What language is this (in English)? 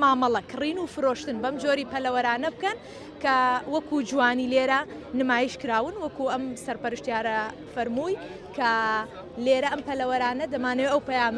Central Kurdish